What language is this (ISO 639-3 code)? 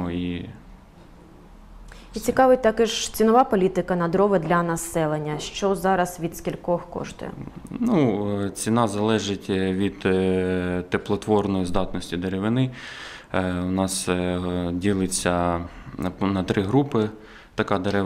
ukr